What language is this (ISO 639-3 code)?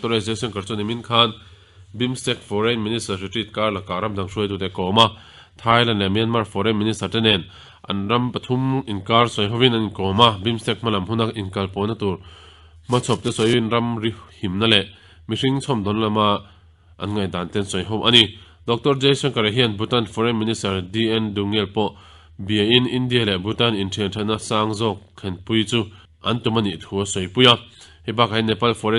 lus